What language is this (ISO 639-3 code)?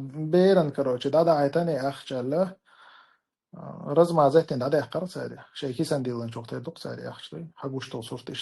che